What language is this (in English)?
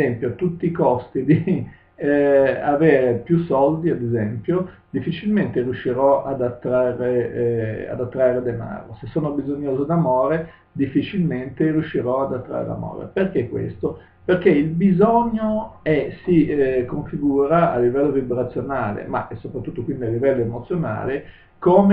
Italian